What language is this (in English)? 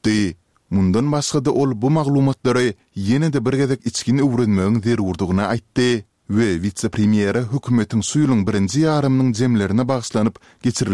Turkmen